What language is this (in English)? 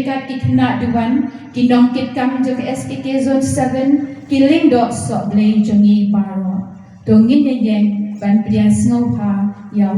Khasi